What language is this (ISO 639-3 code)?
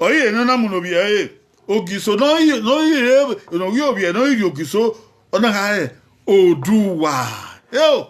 bin